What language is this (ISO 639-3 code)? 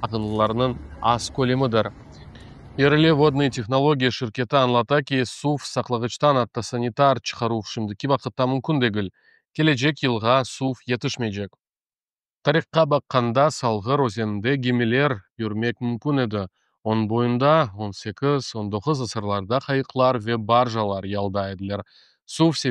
crh